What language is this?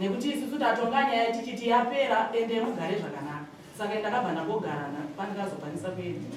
Shona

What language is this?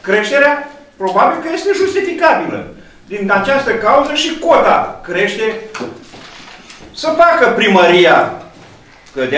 Romanian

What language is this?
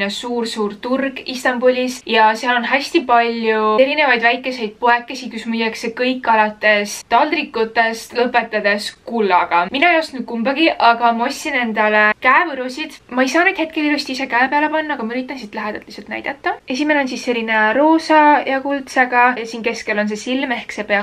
Estonian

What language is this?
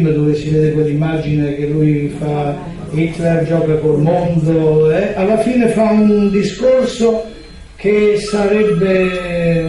Italian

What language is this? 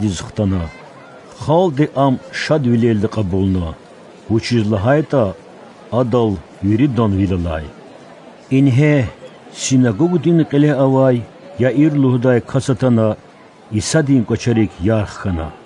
Lezghian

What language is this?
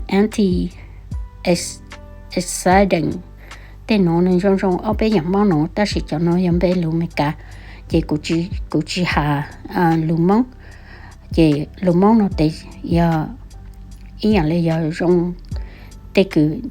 Hmong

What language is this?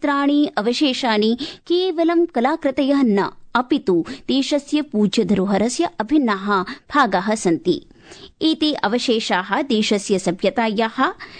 Sanskrit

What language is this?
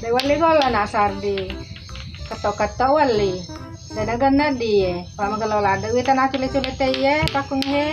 Buginese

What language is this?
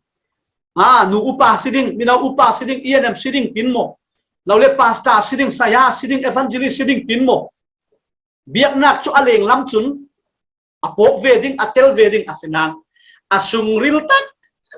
Falam Chin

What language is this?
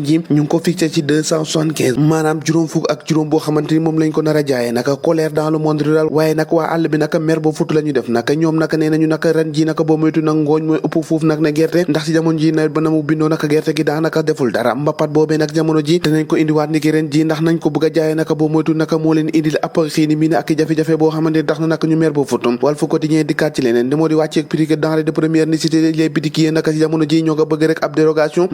Wolof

